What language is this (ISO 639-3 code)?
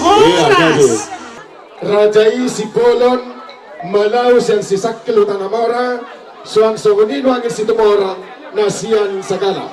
bbc